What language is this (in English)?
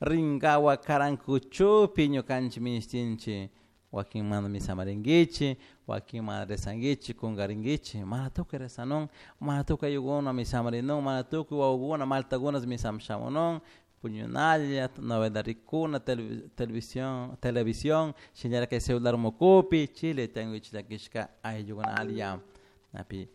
Chimborazo Highland Quichua